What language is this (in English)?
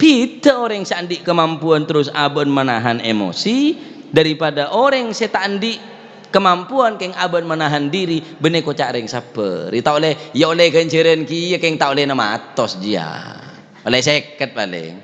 Madurese